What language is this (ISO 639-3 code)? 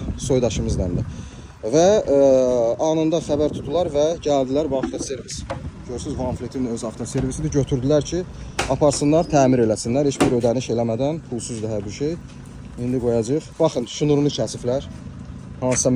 aze